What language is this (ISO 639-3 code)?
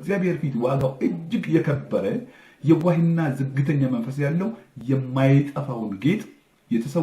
amh